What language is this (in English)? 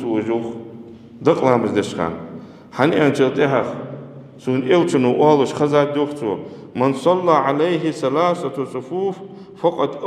Ingush